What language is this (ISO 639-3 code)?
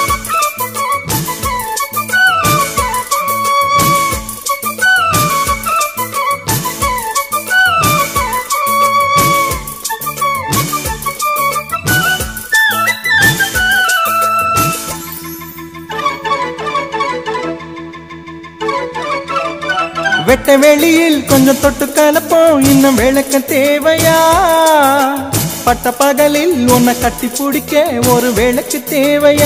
tam